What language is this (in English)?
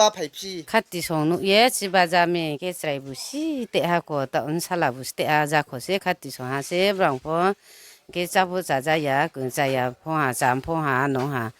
Riang (India)